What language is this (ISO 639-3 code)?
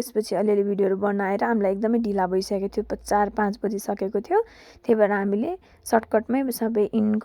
nep